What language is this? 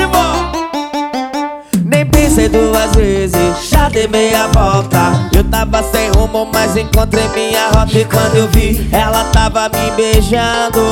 Portuguese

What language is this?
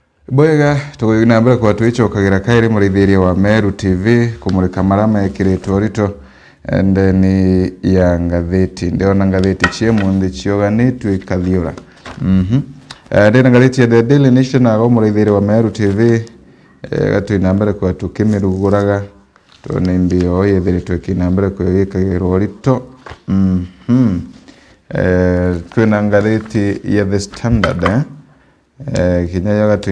Meru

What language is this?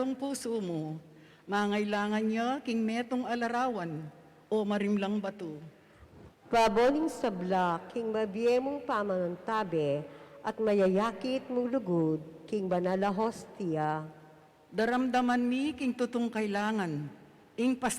Pampanga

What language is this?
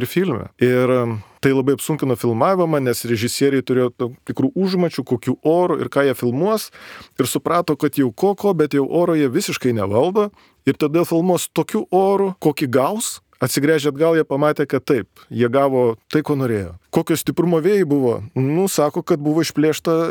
Lithuanian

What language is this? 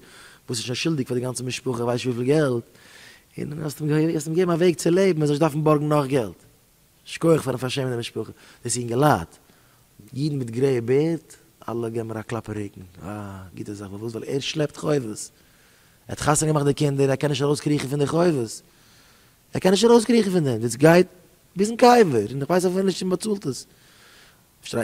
Yiddish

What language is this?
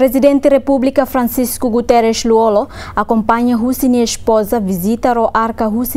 Tetum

